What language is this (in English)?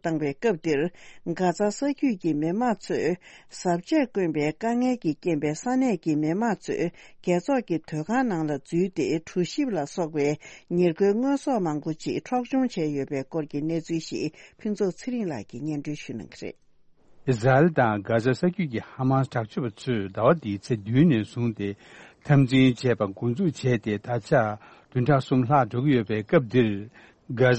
Tibetan